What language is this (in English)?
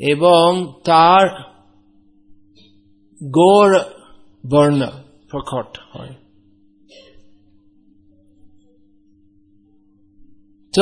Bangla